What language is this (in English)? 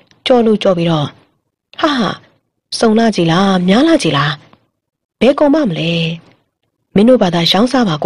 Burmese